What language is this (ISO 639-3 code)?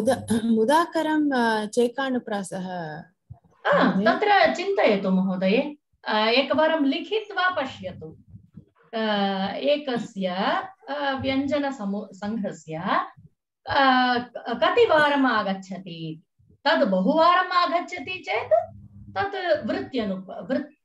san